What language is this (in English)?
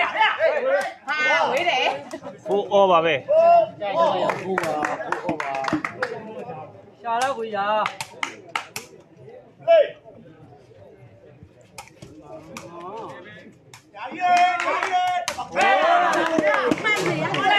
Burmese